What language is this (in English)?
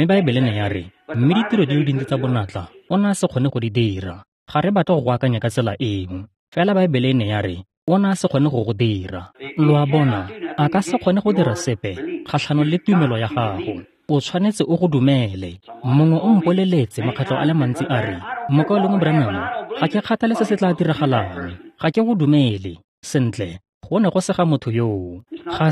Tswana